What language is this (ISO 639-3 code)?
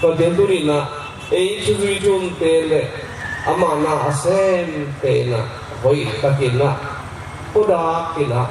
ctd